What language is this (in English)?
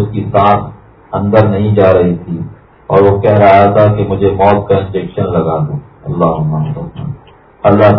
Urdu